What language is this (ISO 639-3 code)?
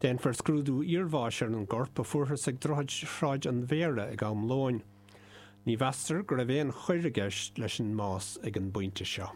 gle